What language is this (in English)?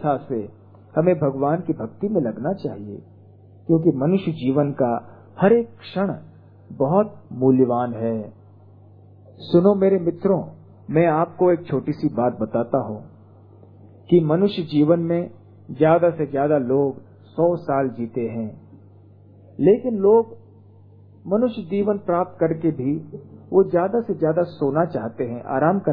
Hindi